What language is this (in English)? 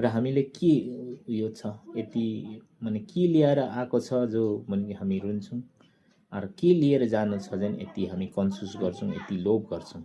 Nepali